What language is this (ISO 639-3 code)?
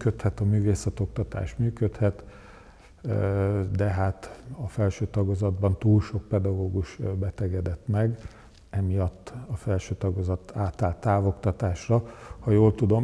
hun